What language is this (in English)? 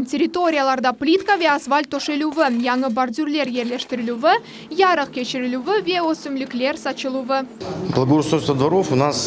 Crimean Tatar